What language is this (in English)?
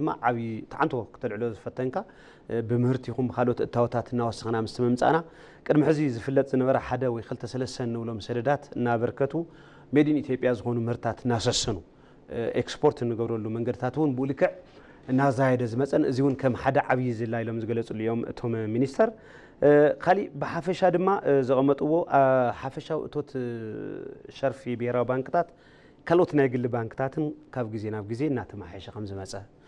Tigrinya